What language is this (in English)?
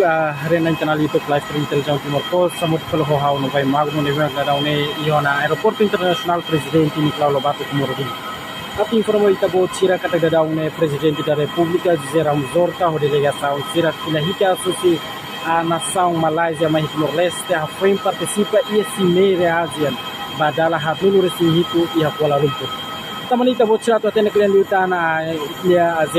Tetum